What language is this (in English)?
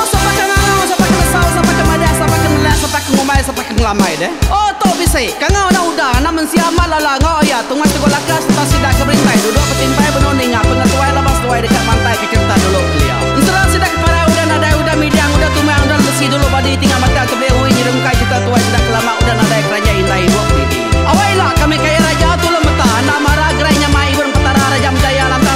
Iban